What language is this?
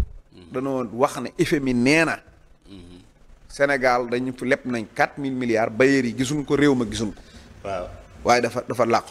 Wolof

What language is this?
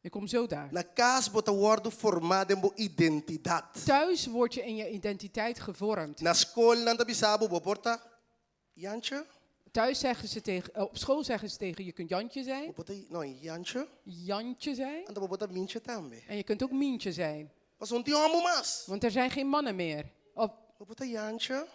Papiamento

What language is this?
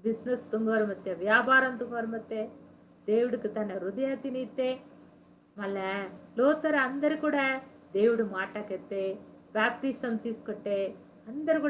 Koya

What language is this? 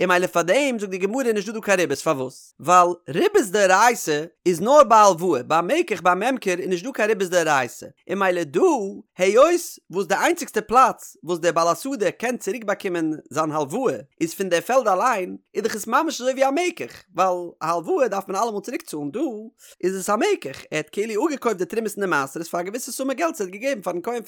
Yiddish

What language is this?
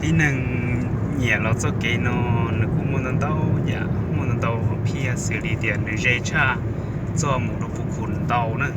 Hmong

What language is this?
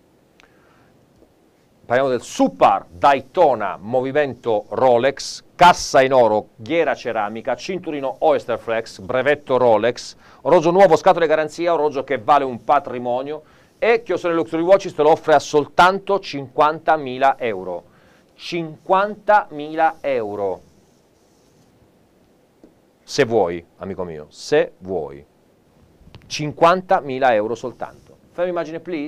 Italian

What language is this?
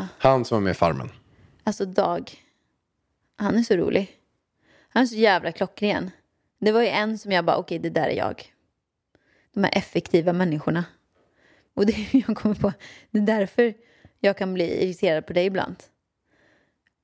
Swedish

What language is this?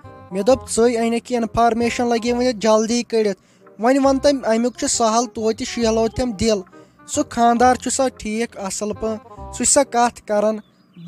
Kashmiri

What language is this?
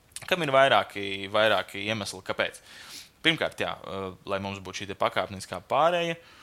Latvian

